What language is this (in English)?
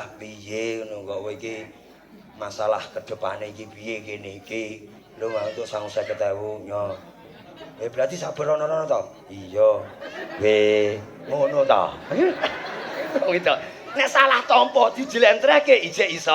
Javanese